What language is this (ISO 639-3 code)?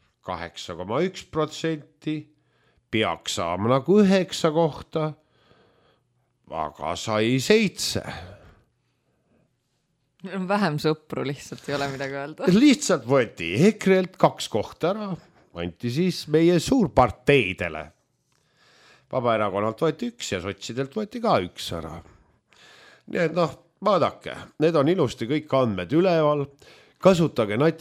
est